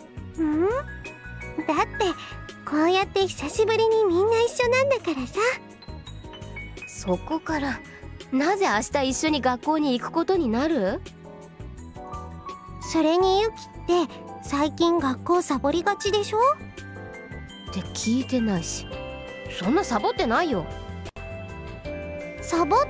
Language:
Japanese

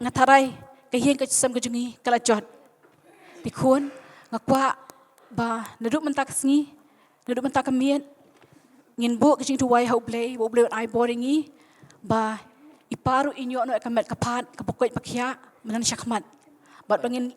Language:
Khasi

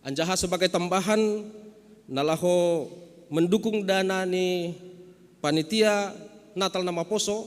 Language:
Batak Simalungun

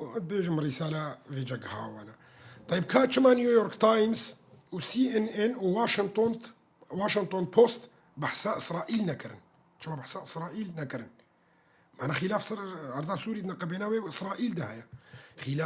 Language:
Kurdish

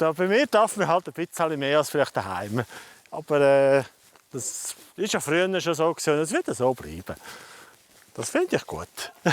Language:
Swiss German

